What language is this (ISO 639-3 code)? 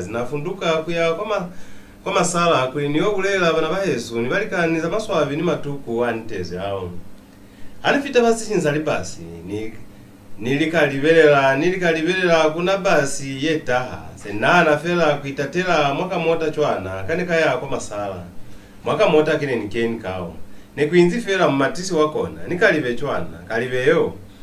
loz